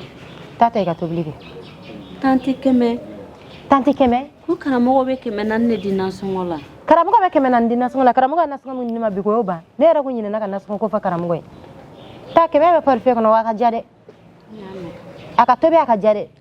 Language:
Bambara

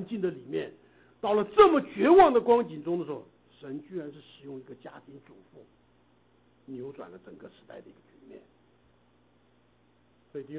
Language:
Chinese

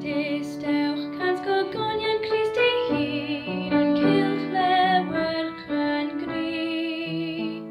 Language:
Welsh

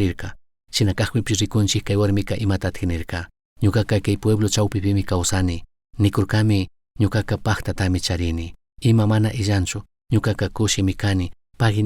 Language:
Chimborazo Highland Quichua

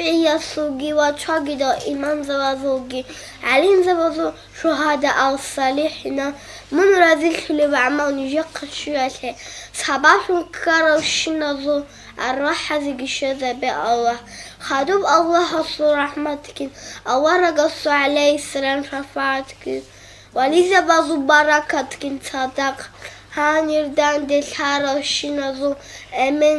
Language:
Avaric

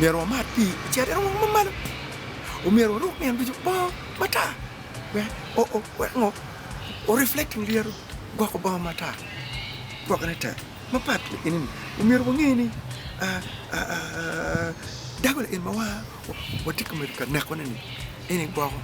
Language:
Acoli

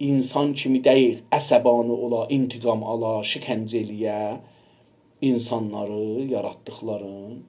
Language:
South Azerbaijani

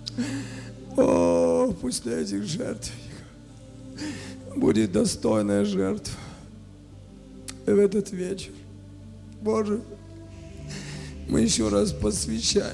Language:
Russian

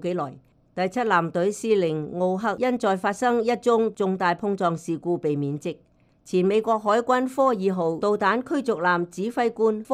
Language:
Cantonese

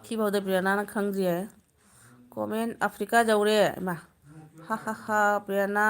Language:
Manipuri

